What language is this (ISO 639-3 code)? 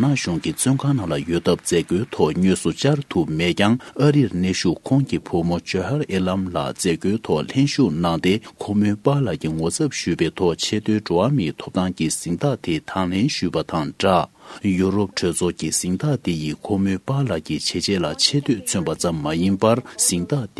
bod